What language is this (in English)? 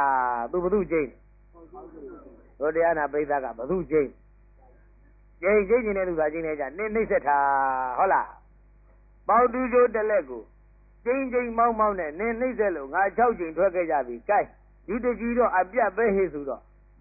Burmese